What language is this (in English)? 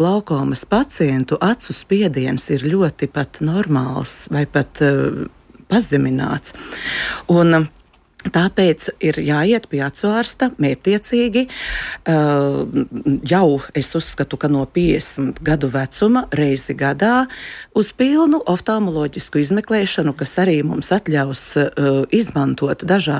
Latvian